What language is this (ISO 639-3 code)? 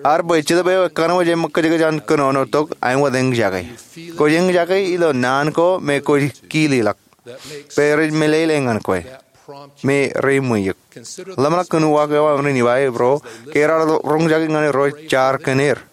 mah